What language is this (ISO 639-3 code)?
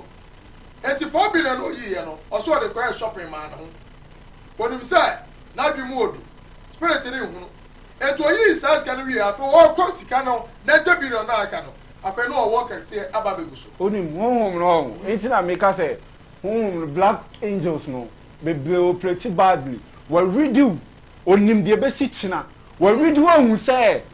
aka